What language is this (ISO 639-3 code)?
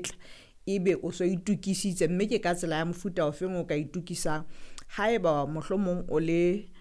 sot